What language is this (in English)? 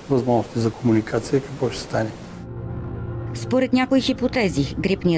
Bulgarian